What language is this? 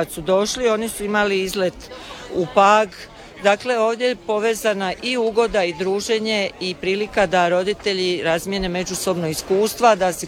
Croatian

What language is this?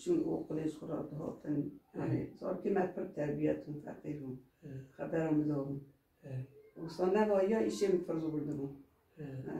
Kurdish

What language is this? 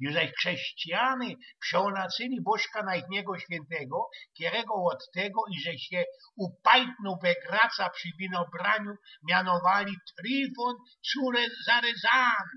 Silesian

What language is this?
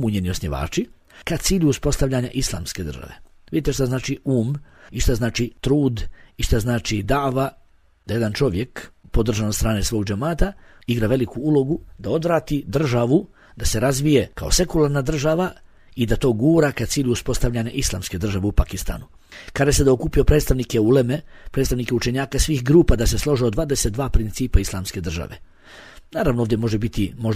Bosnian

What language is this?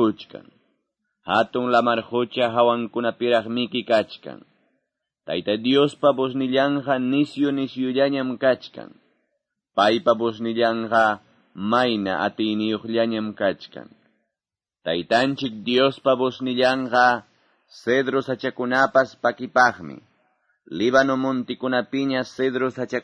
Quechua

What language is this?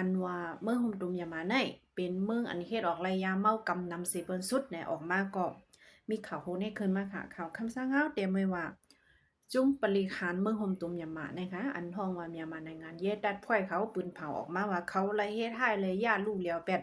Shan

